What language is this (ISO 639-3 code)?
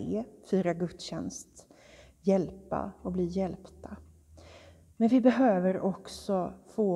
swe